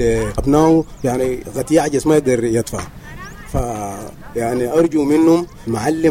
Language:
Sudanese Arabic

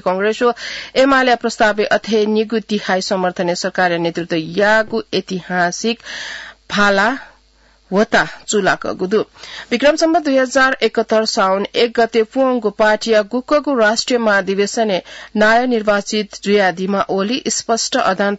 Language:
Newari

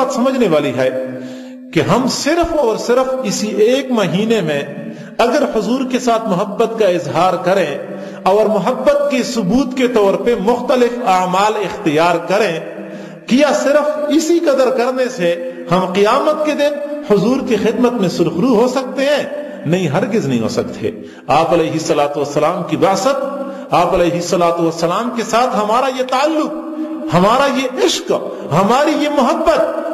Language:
Urdu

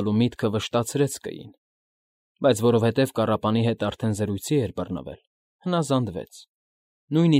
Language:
Armenian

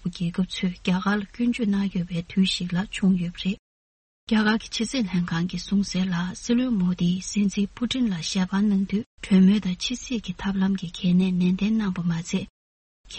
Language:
Tibetan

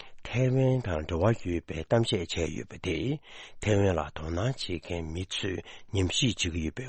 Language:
Tibetan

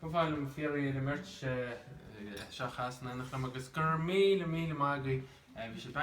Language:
Irish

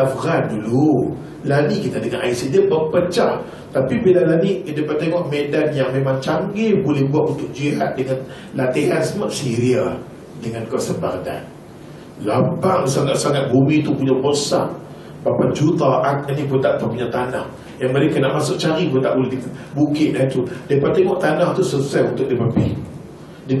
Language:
Malay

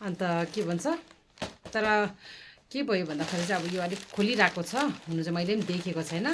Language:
Nepali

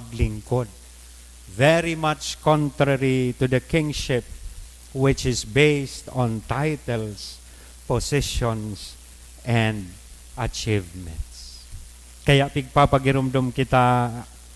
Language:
Bikol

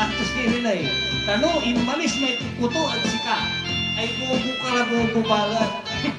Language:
Pangasinan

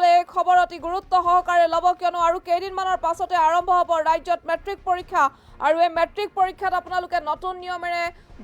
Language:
Assamese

